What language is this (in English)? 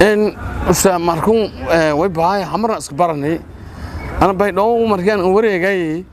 Somali